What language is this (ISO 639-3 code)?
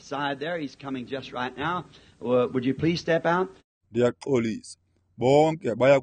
xho